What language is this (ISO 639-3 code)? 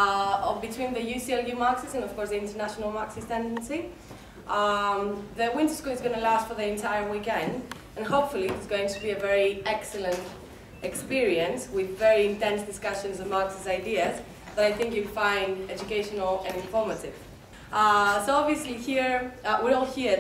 eng